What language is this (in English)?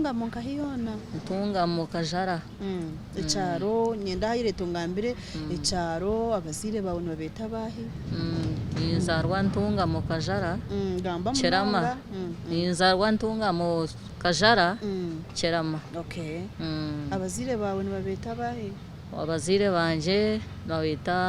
Nyankole